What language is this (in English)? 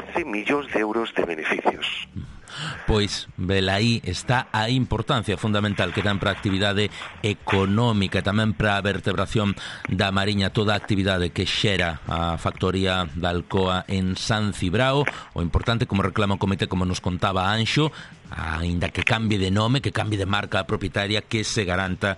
Galician